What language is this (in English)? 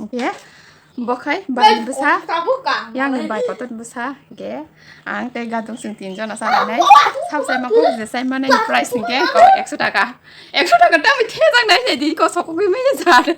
Kok Borok